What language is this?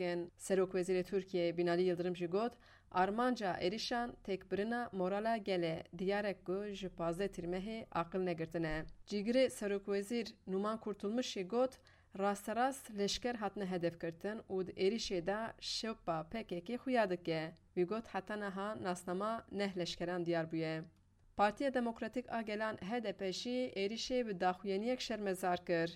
Kurdish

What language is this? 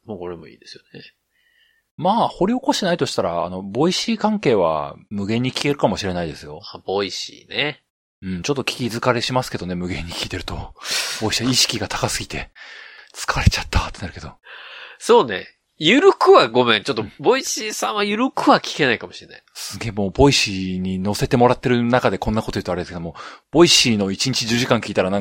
Japanese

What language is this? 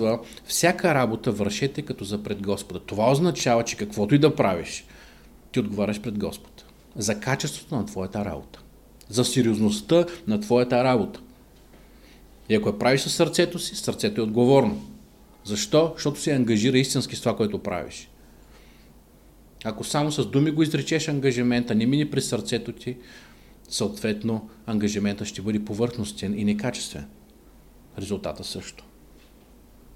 Bulgarian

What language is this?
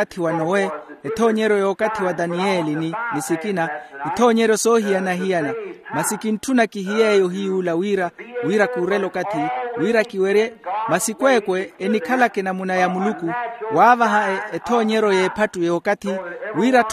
Makhuwa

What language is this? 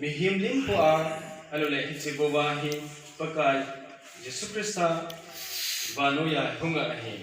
Thado Chin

